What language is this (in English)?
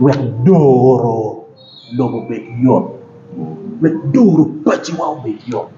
Acoli